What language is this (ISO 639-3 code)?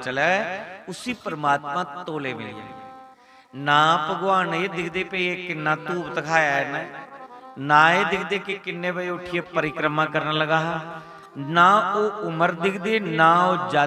doi